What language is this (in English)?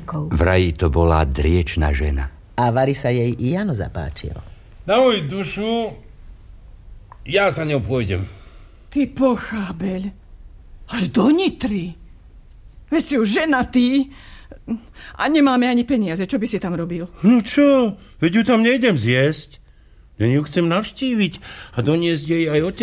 Slovak